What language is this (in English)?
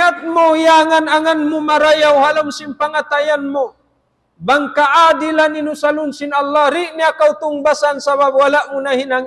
Tausug